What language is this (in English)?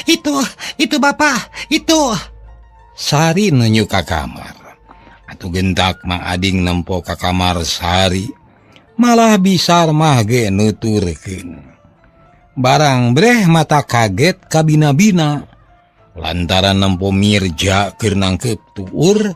Sundanese